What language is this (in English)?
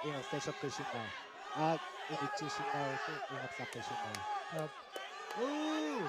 Kalaallisut